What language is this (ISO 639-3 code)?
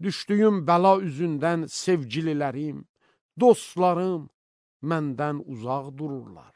aze